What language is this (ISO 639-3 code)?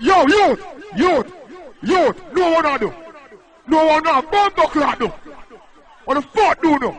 jam